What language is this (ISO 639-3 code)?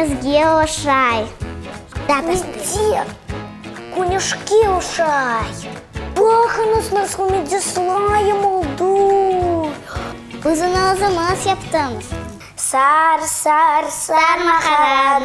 crh